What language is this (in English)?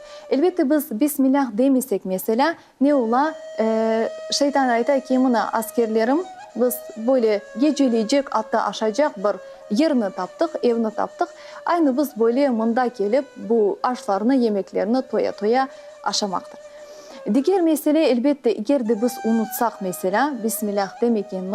Crimean Tatar